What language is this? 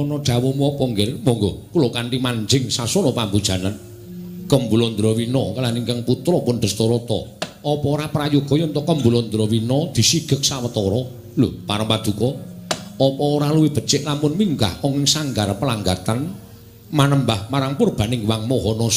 Javanese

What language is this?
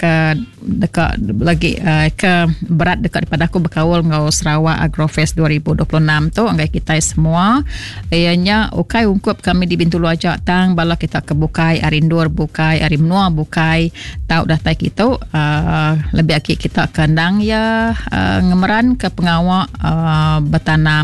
Iban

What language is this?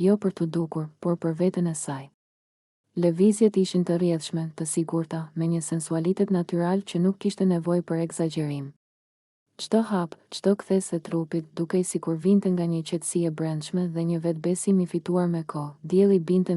Albanian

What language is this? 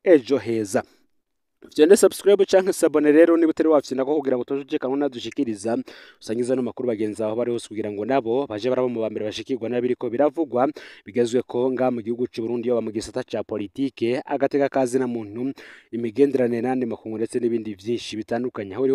Rundi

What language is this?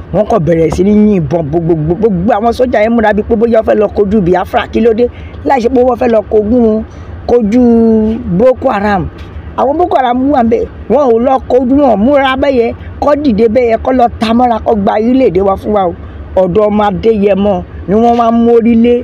Yoruba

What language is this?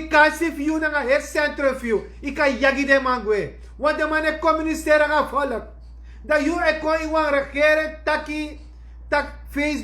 Sranan Tongo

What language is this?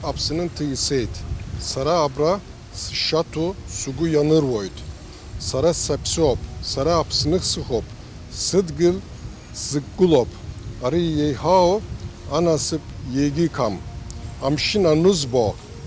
Abkhazian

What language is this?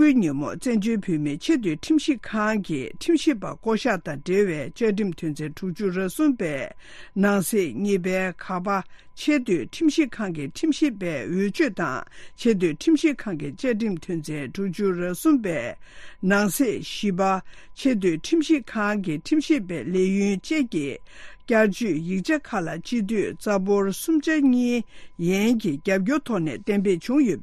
Tibetan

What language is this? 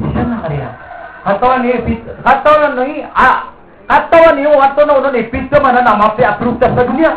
Maranao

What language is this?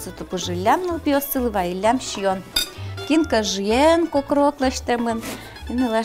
Udmurt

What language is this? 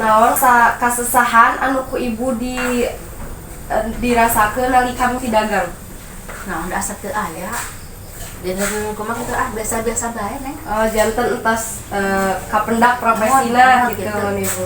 Sundanese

